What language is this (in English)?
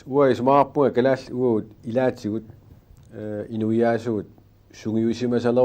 Kalaallisut